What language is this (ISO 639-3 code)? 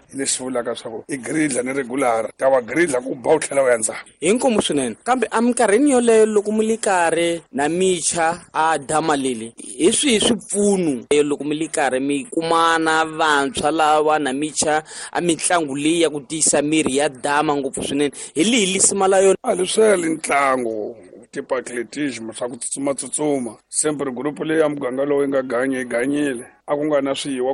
tso